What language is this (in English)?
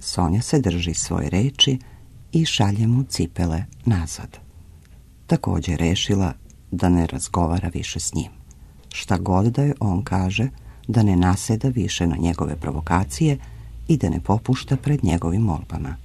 Serbian